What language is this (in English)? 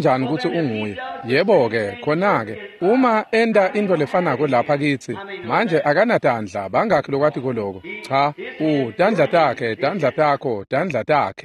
Swati